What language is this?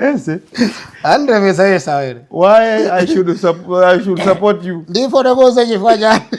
Nyanja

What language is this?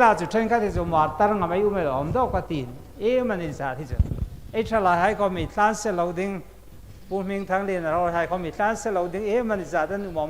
Hmar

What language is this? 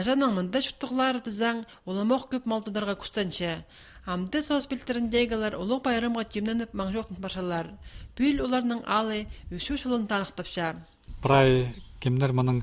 Khakas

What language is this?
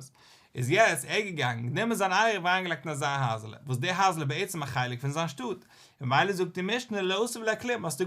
Yiddish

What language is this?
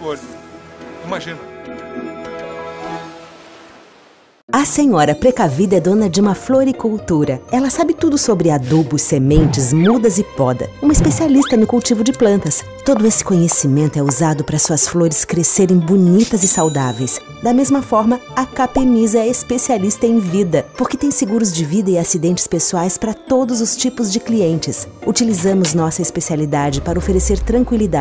Portuguese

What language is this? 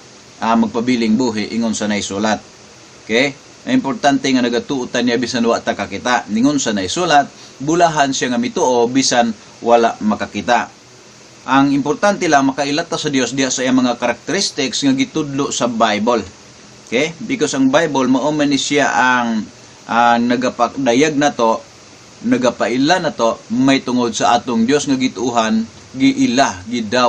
Cebuano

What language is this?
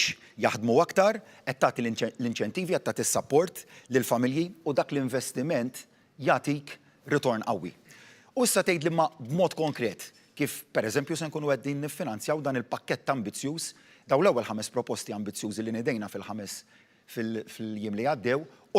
Maltese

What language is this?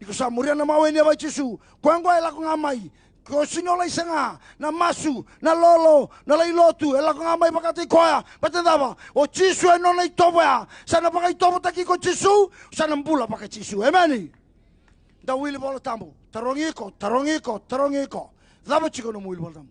Fijian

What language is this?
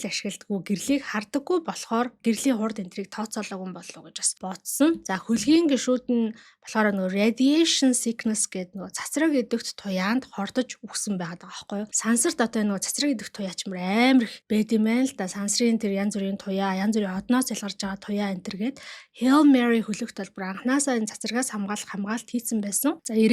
Mongolian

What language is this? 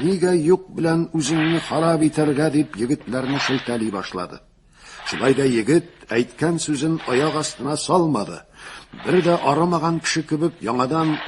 Tatar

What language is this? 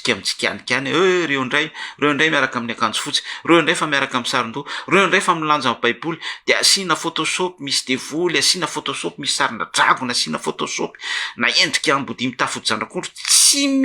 Malagasy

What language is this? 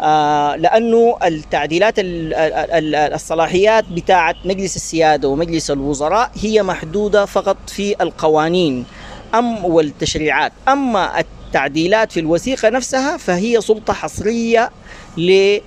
Sudanese Arabic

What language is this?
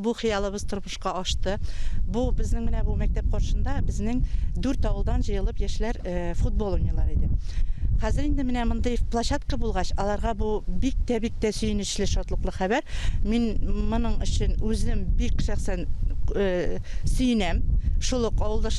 Tatar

